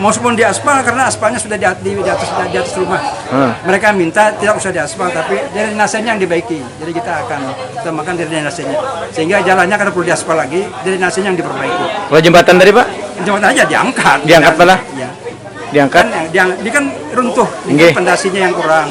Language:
Banjar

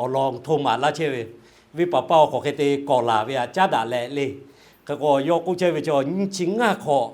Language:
Lahu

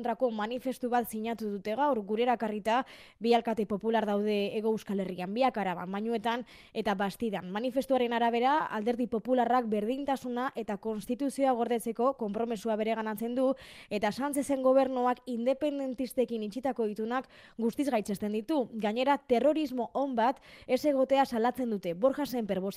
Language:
Basque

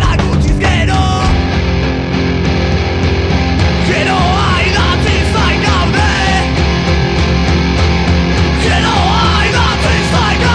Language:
Basque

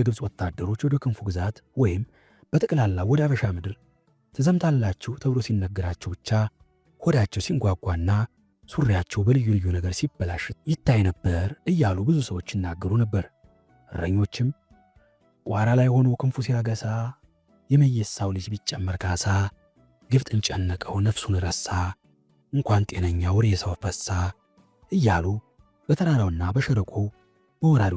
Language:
Amharic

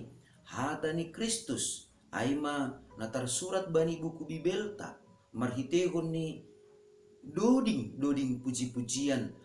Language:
Batak Simalungun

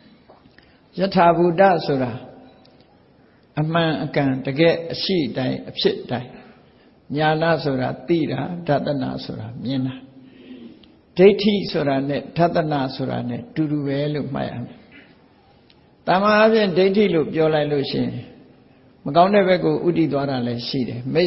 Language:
Burmese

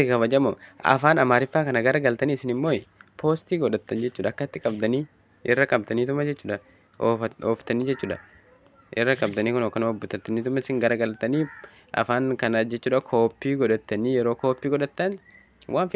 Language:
Oromo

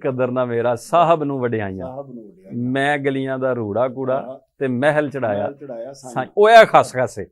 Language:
Western Panjabi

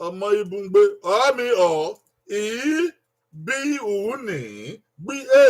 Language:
Bini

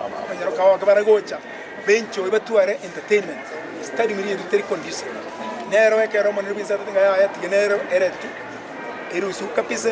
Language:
Gusii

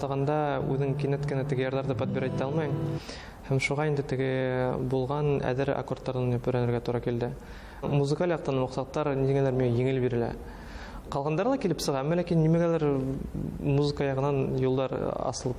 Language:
Bashkir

